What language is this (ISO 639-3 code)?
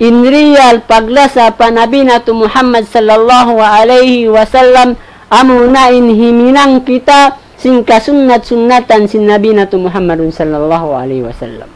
tsg